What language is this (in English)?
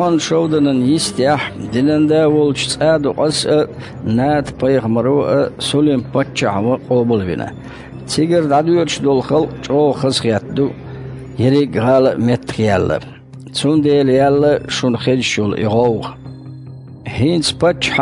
Chechen